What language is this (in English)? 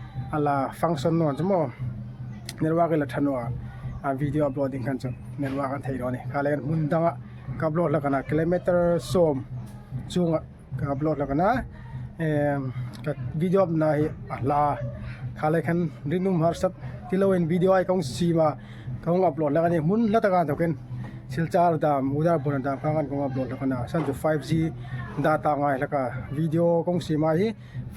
Hmar